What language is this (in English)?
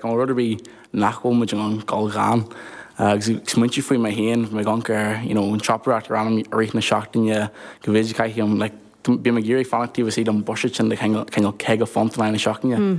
Irish